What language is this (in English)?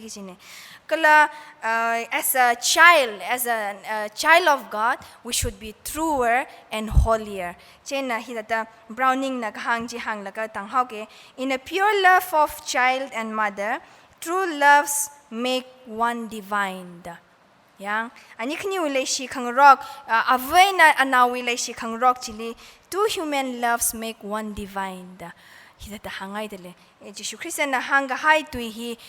Tangkhul Naga (India)